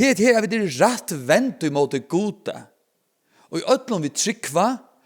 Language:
Faroese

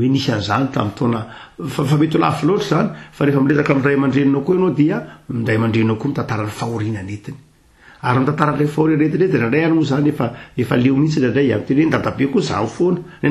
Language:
Malagasy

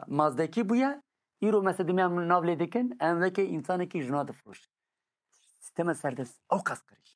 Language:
Kurdish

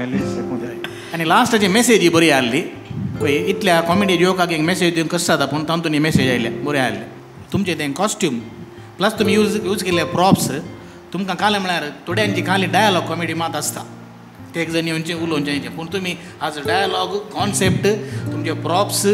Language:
Konkani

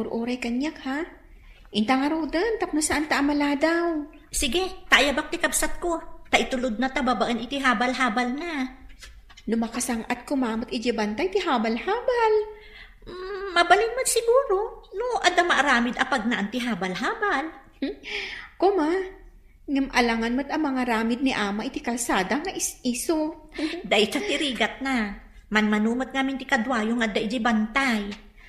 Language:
Iloko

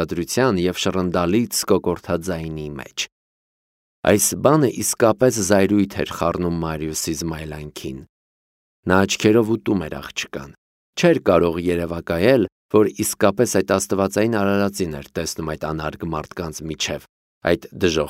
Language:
Armenian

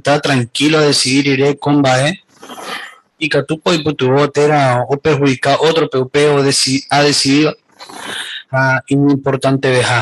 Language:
Guarani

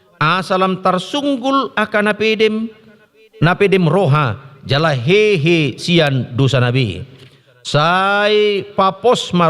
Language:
Batak Toba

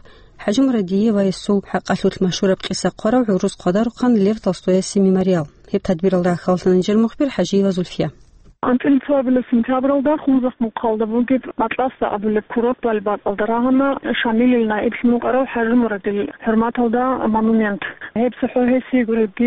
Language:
Avaric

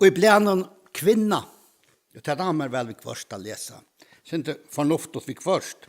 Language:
Faroese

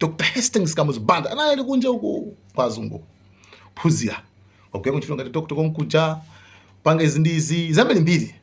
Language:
Nyanja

